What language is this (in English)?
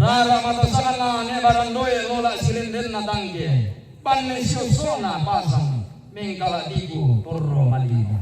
Toraja-Sa'dan